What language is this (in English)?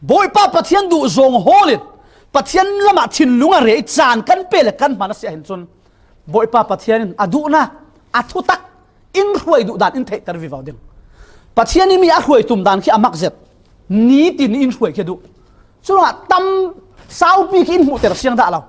Falam Chin